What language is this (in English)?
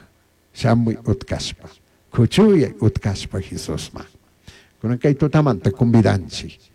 Chimborazo Highland Quichua